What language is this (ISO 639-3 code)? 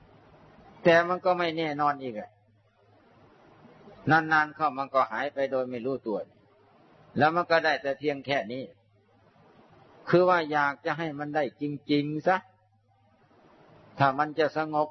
tha